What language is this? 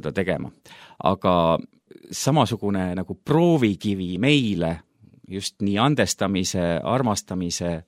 Estonian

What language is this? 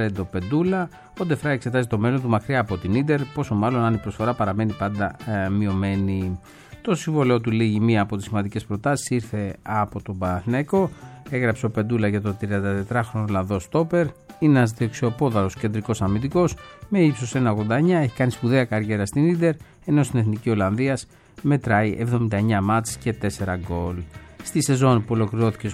Greek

